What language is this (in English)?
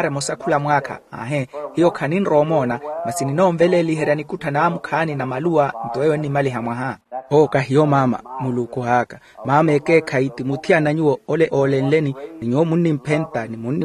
Makhuwa